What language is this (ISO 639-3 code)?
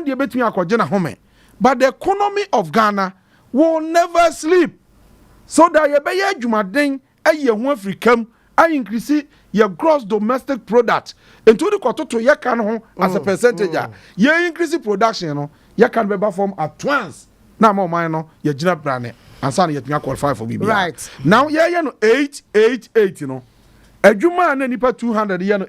aka